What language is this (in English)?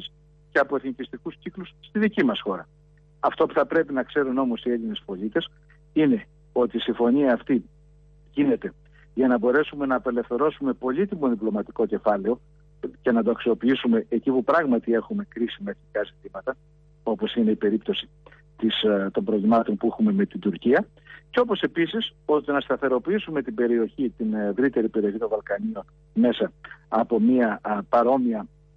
Greek